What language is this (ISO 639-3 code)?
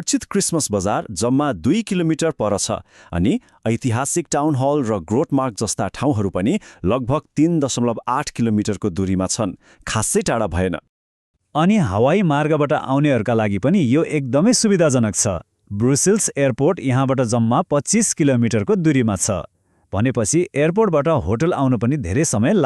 nep